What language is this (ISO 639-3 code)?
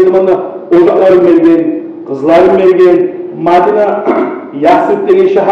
kum